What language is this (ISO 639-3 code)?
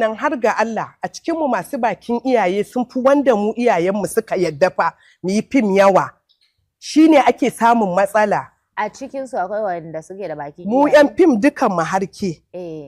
hau